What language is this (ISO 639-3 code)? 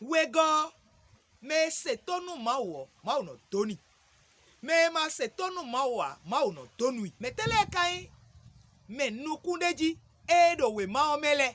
fon